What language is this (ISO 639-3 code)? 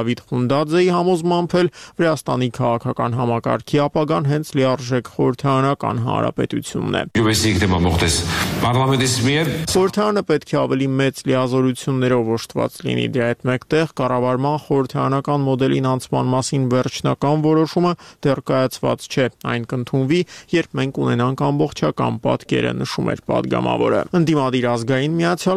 hye